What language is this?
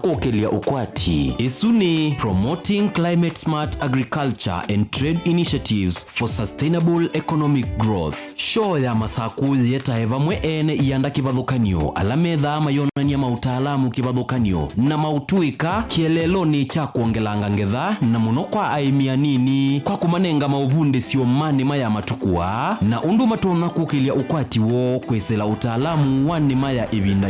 Kamba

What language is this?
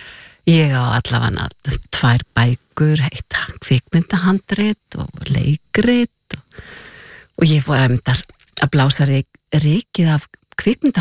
Icelandic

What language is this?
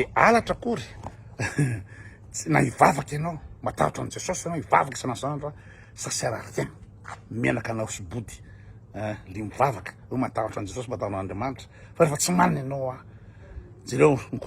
Malagasy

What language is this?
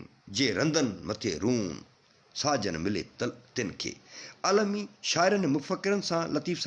Sindhi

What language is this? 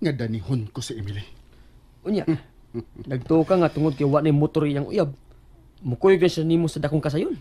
Cebuano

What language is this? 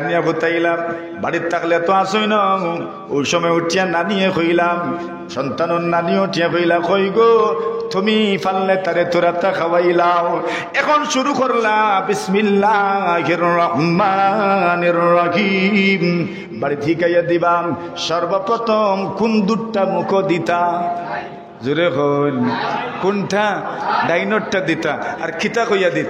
Sylheti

